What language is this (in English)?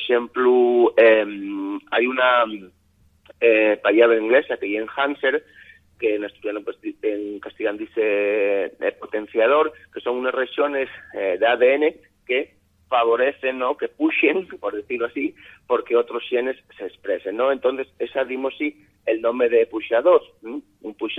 Asturian